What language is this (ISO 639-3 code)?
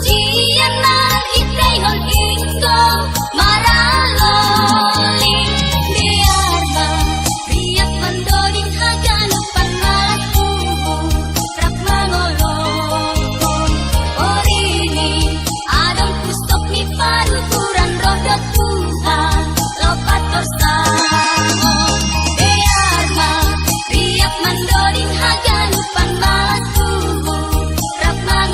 bts